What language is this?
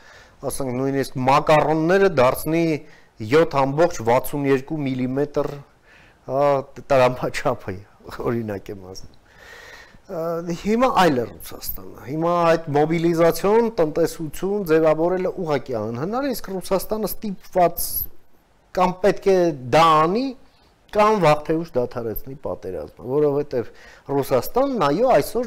Armenian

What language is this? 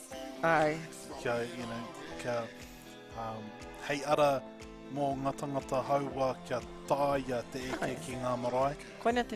Māori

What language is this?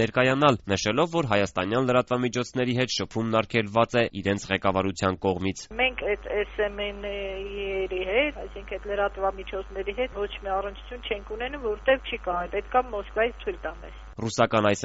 Armenian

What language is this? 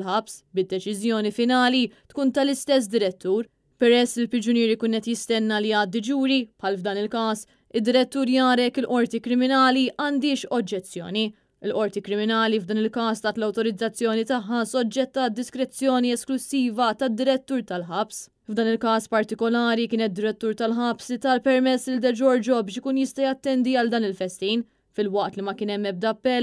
Maltese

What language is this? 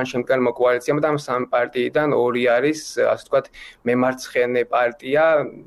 Georgian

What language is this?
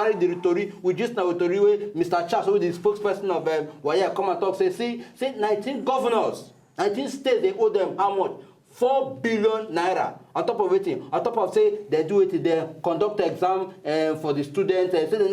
Nigerian Pidgin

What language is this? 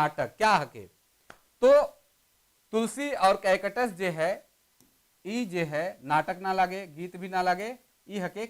Sadri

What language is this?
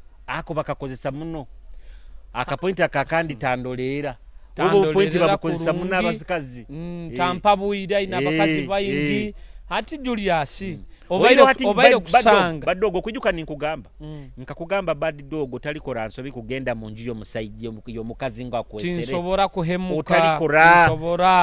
Nyoro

